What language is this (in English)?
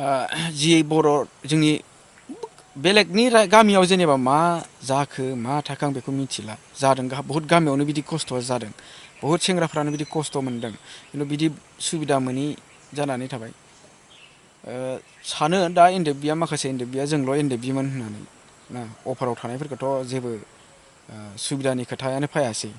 Bodo